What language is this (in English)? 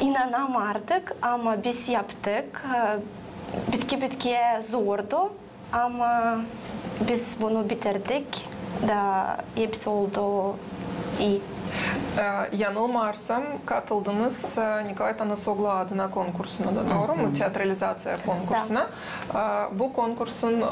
Gagauz